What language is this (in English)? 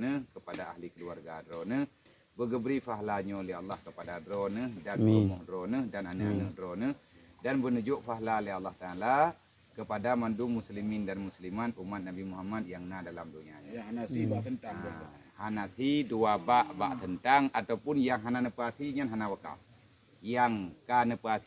Achinese